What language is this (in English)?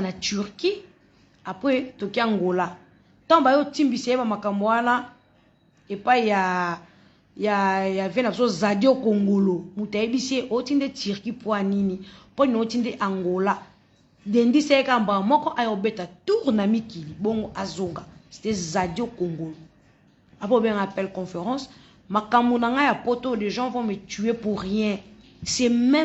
Lingala